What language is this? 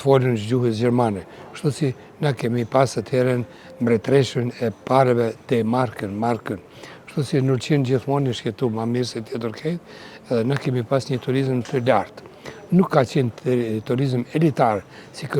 Albanian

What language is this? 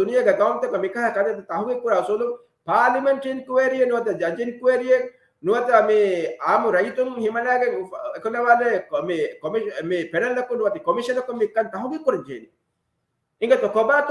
Divehi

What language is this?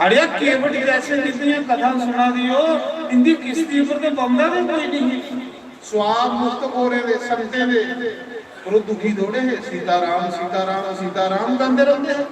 Dogri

